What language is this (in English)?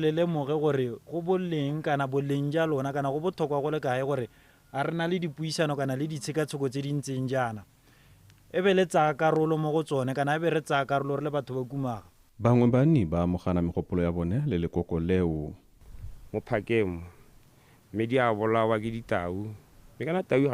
Tswana